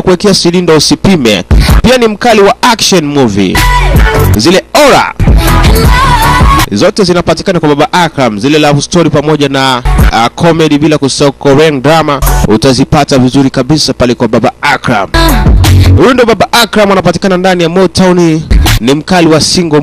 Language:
Swahili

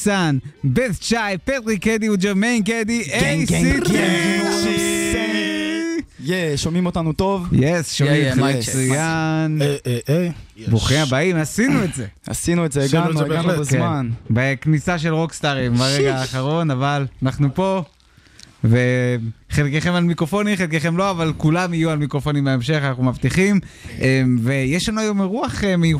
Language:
Hebrew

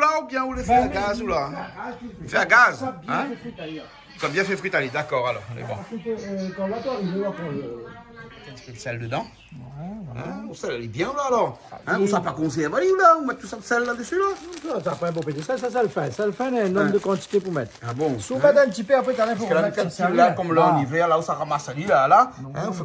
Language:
Réunion Creole French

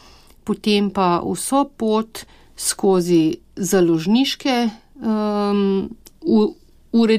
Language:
Slovenian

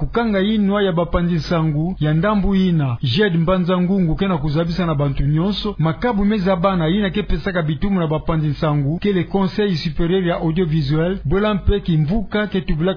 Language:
Kituba (Democratic Republic of Congo)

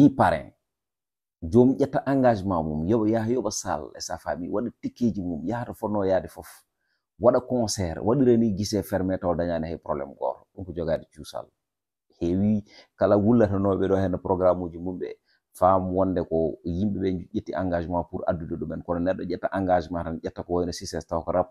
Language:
Fula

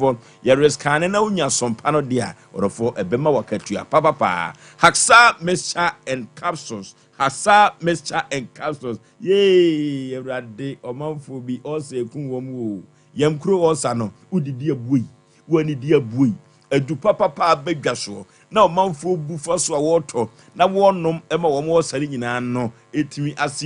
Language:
Akan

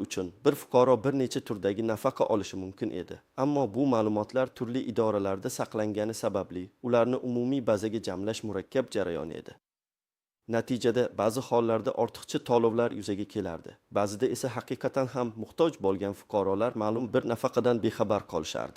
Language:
Uzbek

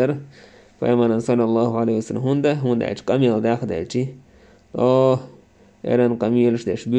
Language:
Chechen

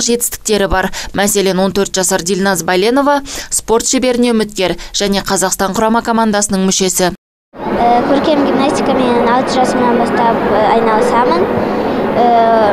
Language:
Kazakh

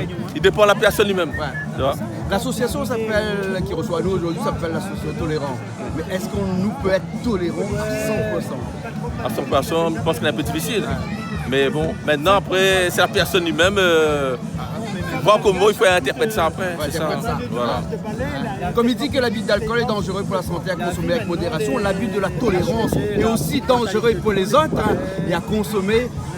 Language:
Réunion Creole French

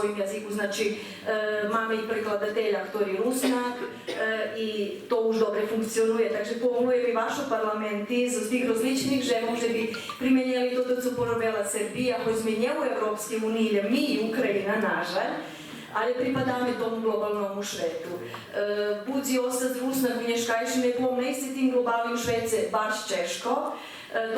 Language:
Rusyn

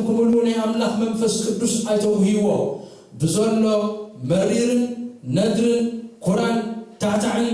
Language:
Tigrinya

